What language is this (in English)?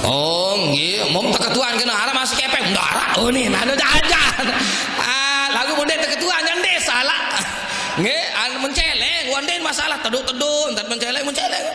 Sasak